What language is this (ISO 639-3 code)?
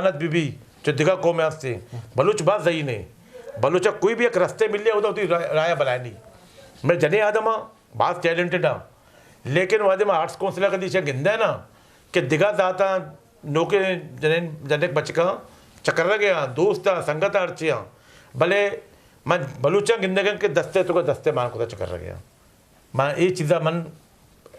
bgp